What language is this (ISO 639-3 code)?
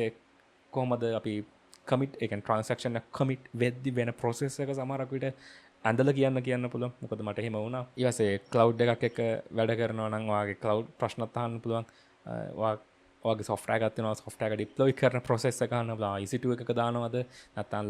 sin